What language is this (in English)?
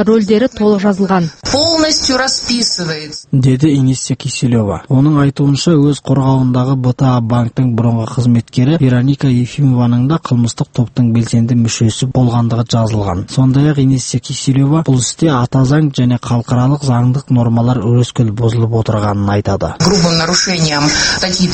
Kazakh